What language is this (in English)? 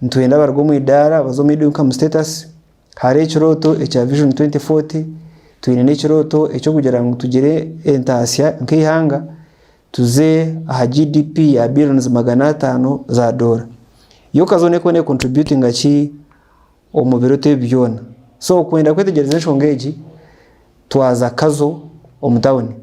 Nyankole